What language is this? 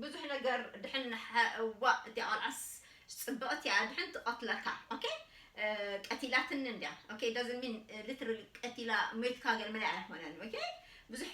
Tigrinya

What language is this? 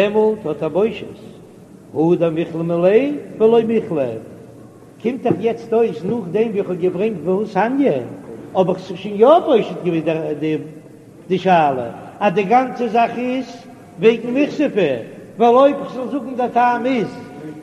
Yiddish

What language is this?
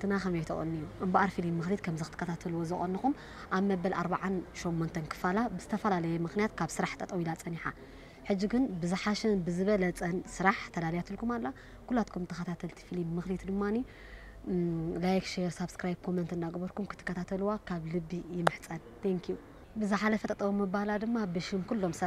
Tigrinya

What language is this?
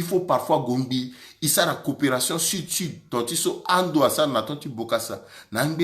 Sango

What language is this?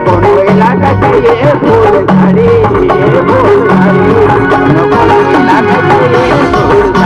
Chhattisgarhi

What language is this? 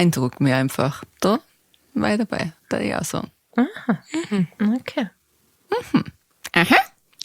Bavarian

